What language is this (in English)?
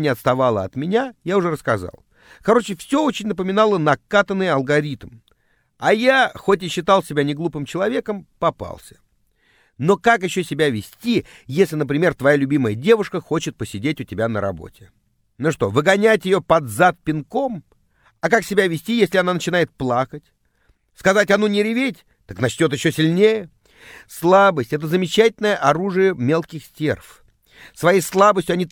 Russian